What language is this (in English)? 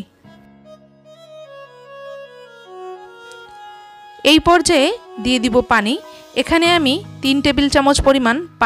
Bangla